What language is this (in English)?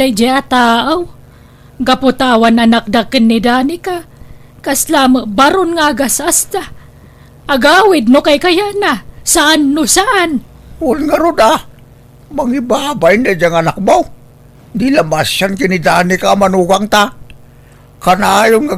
Iloko